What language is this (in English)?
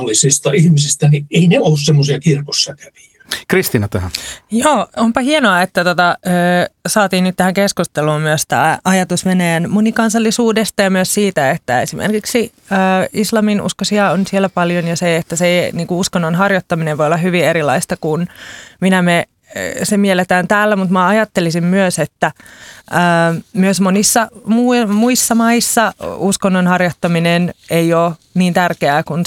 Finnish